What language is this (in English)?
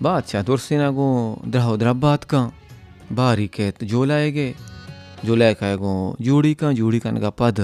Baluchi